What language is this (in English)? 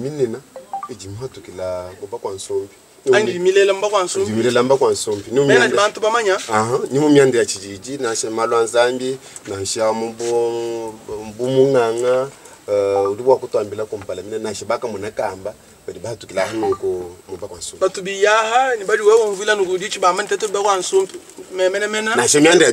Luba-Lulua